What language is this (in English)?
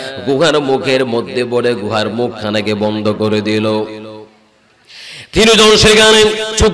Bangla